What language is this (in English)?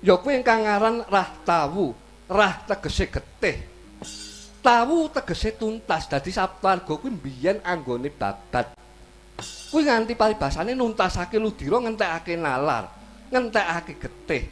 Javanese